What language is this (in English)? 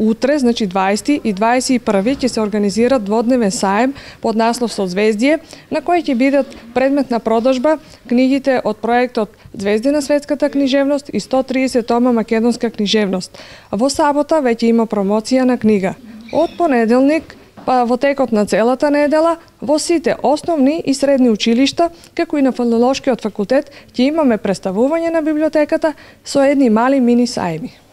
Macedonian